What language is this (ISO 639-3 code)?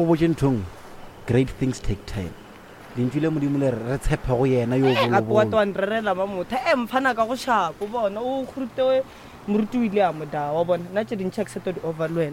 nso